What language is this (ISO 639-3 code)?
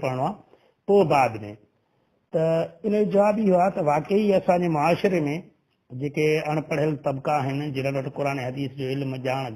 snd